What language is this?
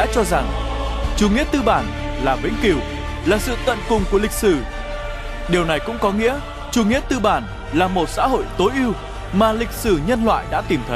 Vietnamese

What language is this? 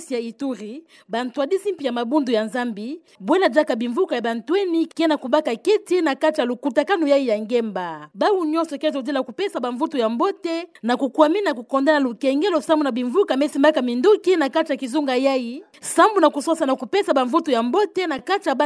Kituba (Democratic Republic of Congo)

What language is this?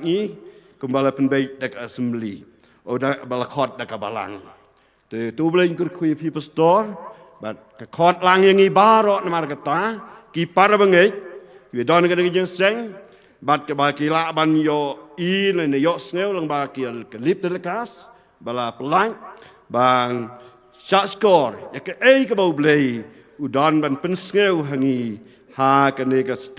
Khasi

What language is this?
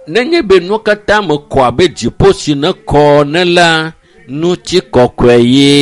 Ewe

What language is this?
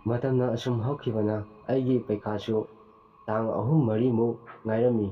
Manipuri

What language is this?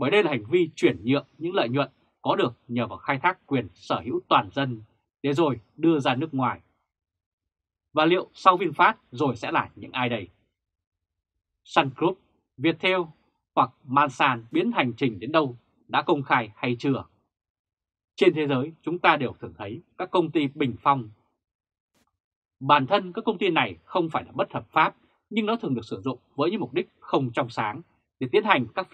Vietnamese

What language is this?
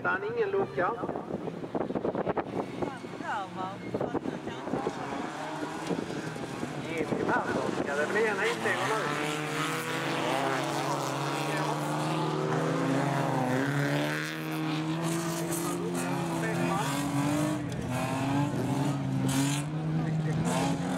Swedish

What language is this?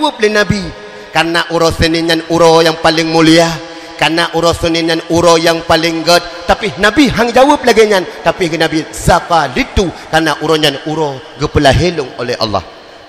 Achinese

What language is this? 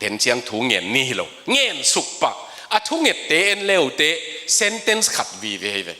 Tedim Chin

